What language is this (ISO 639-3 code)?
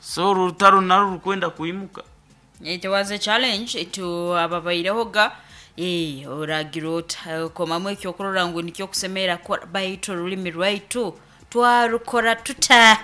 nyn